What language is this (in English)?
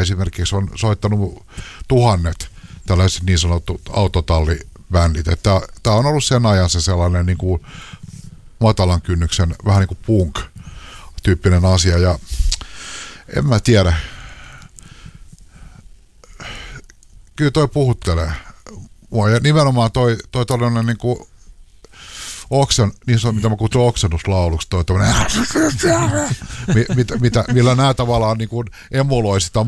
Finnish